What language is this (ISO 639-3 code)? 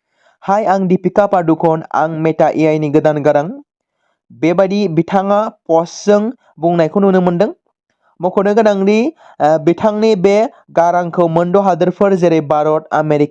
brx